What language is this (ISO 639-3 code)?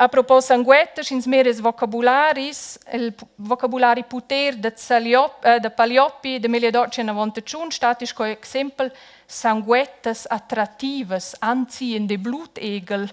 roh